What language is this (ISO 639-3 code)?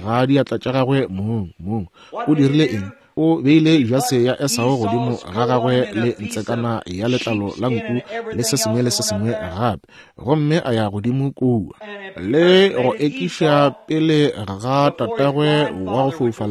nso